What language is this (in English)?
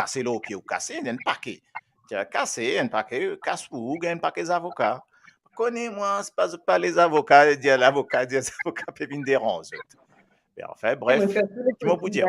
Morisyen